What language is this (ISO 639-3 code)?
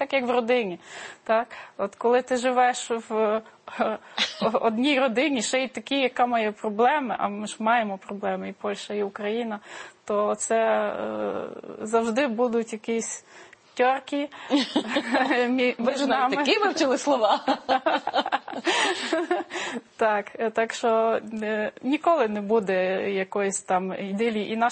ukr